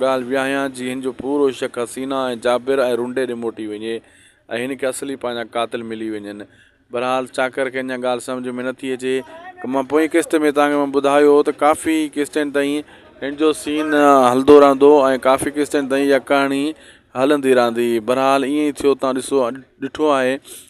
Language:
Sindhi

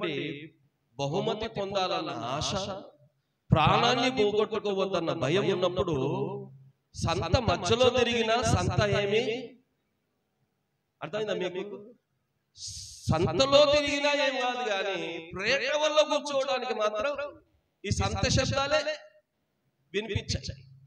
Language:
Telugu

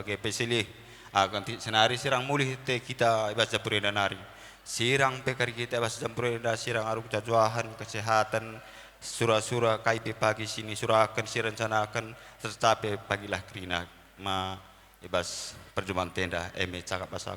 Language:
Batak Karo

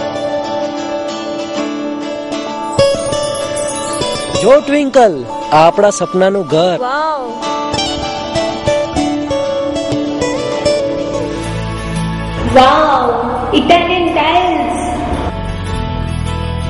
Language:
Gujarati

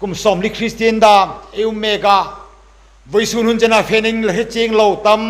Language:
Hmar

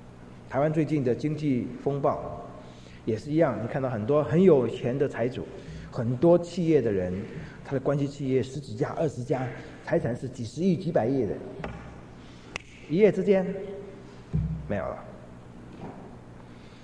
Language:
Chinese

